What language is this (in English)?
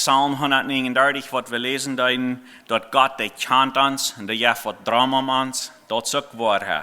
Plautdietsch